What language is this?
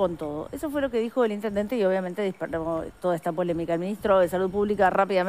Spanish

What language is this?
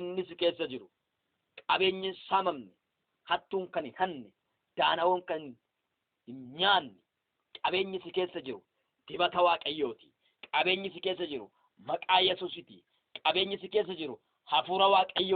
Oromo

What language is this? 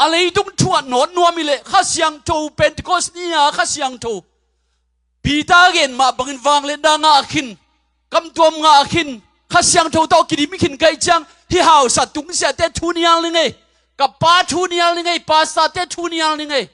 Tedim Chin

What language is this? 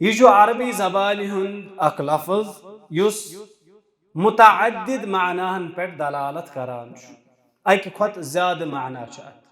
Kashmiri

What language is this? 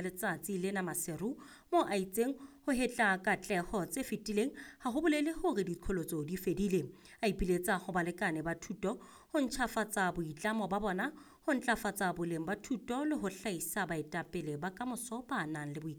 Southern Sotho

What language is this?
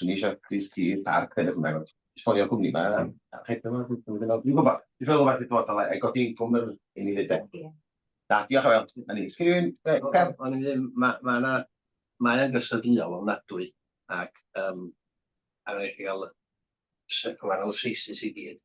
Welsh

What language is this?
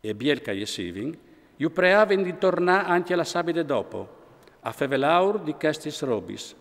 Friulian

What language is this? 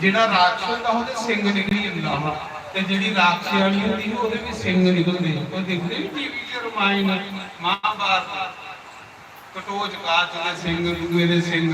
Dogri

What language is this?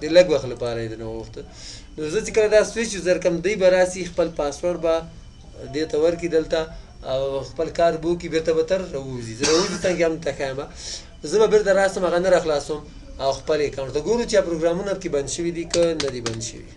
Pashto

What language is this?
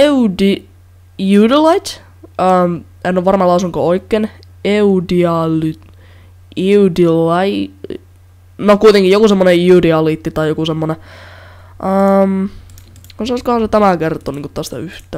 Finnish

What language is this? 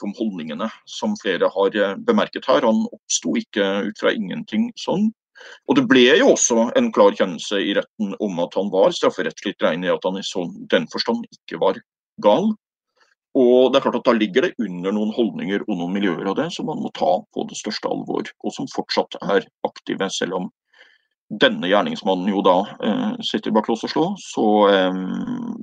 Norwegian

